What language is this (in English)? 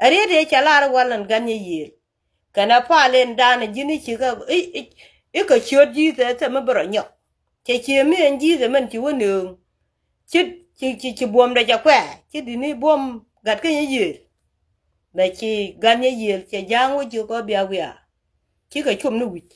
Nuer